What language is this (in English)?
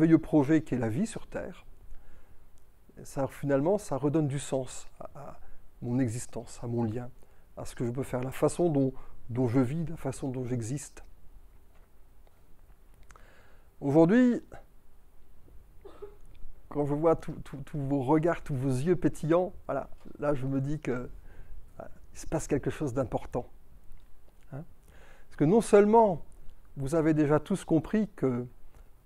French